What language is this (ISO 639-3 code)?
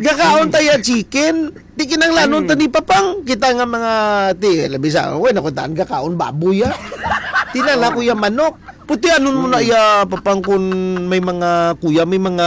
hil